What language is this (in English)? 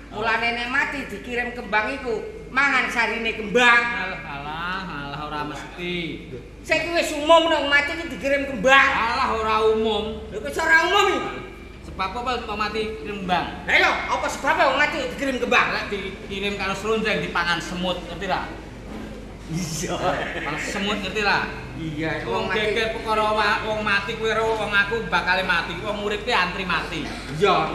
Javanese